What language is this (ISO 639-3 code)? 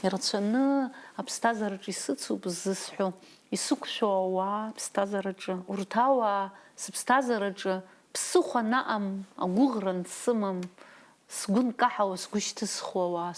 abk